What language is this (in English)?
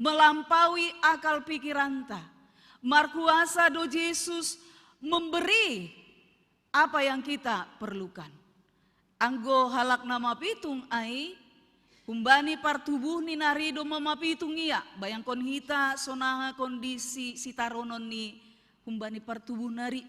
Batak Simalungun